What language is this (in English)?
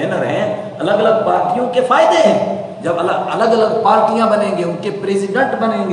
Urdu